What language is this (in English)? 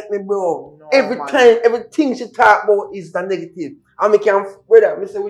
Jamaican Creole English